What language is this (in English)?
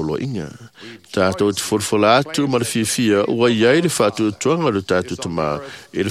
Samoan